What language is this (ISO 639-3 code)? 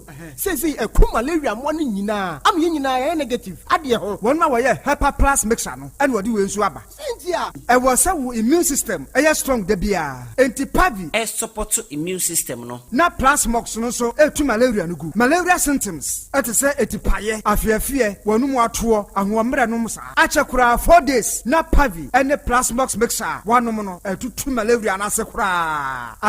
aka